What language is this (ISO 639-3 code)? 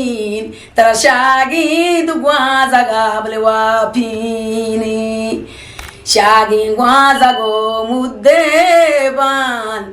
bgp